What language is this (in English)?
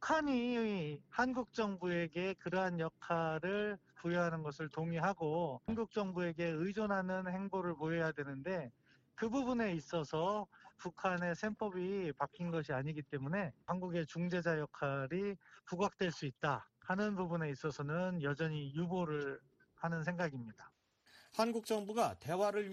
Korean